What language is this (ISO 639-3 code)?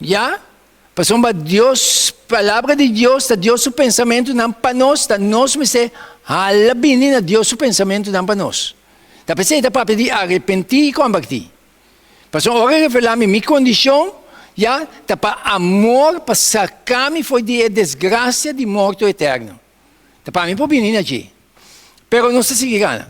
pap